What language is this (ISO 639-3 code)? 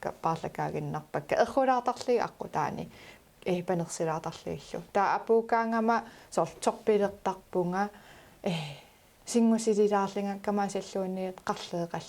kal